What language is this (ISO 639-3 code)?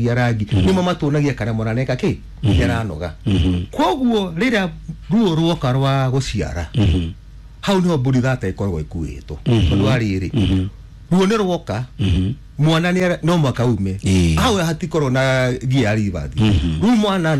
kik